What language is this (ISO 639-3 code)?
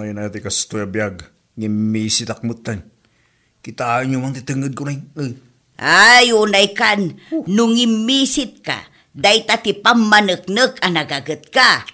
ilo